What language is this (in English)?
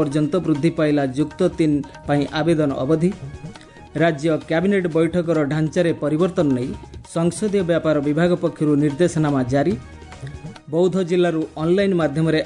Odia